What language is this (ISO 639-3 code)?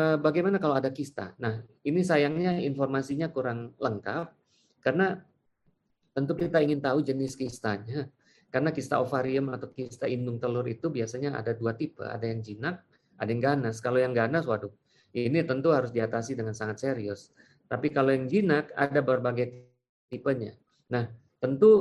ind